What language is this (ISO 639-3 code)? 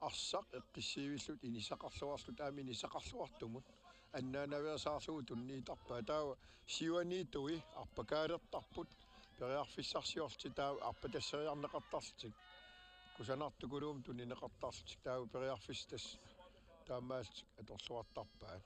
kal